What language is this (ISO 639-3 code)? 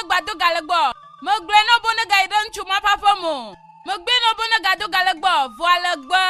ewe